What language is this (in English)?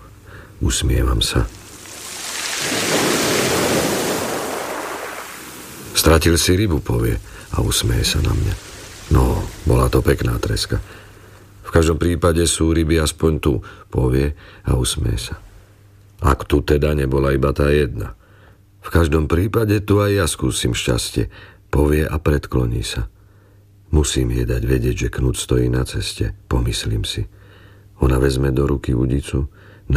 Slovak